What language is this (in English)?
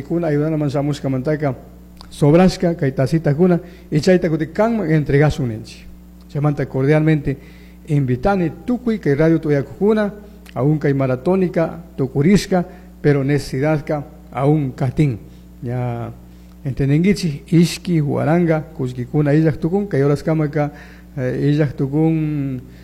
Chimborazo Highland Quichua